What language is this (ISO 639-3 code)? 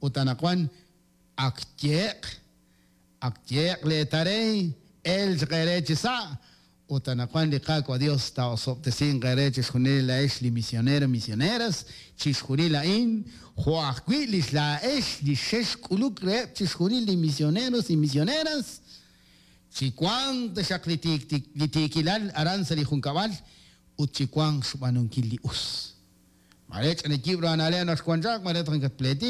kek